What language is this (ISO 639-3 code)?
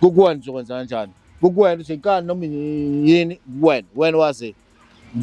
zul